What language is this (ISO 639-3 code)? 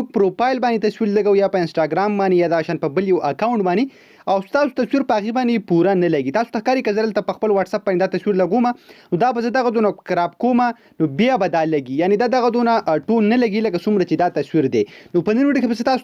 pus